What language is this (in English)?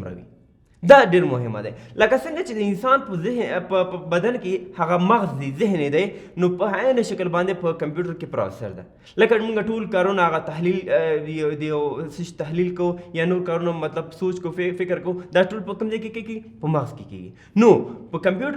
Pashto